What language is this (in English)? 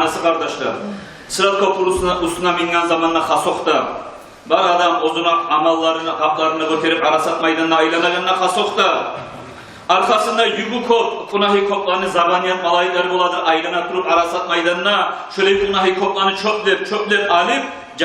Kumyk